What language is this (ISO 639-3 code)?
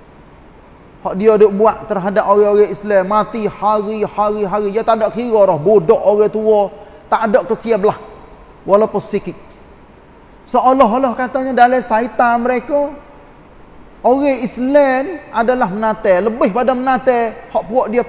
msa